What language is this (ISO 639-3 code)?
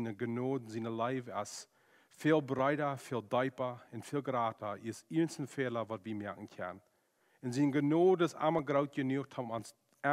pdt